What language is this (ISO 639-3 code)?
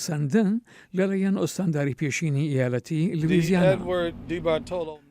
ckb